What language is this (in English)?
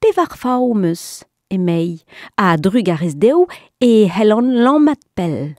Breton